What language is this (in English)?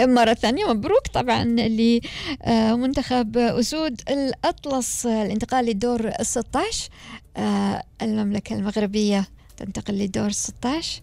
Gulf Arabic